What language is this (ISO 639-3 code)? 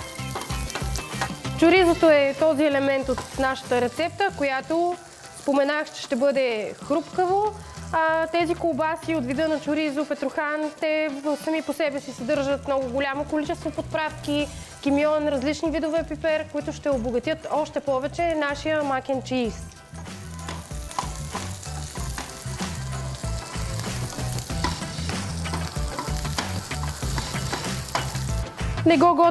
bul